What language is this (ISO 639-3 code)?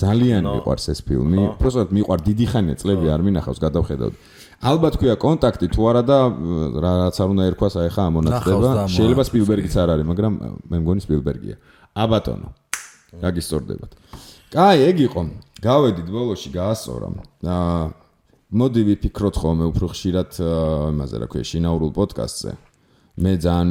kat